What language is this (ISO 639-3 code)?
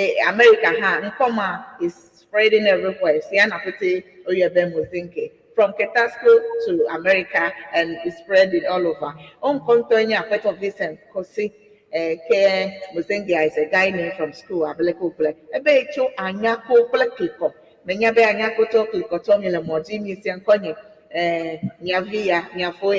ewe